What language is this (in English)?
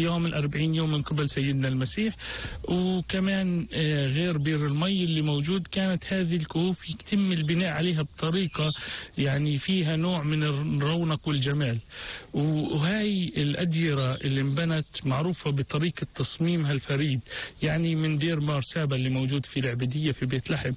North Levantine Arabic